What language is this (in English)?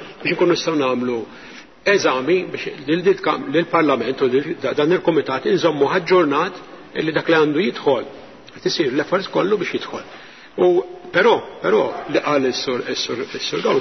Maltese